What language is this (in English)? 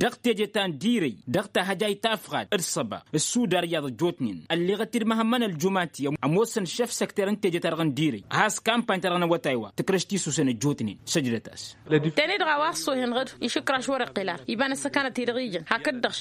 Tamasheq